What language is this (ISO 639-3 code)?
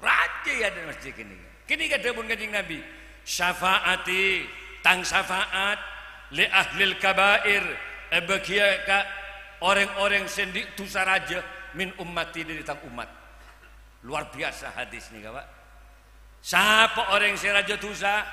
mad